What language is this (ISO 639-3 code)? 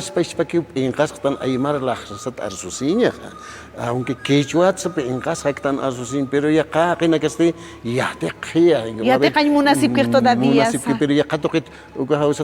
aym